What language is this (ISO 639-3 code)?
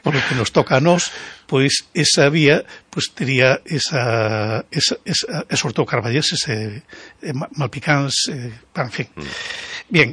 glg